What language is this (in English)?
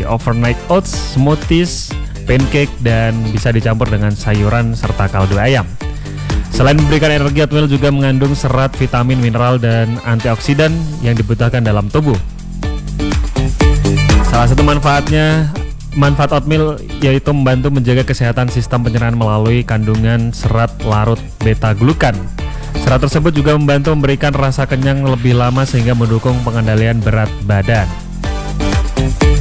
Indonesian